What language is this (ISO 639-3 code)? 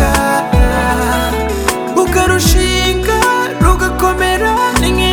kin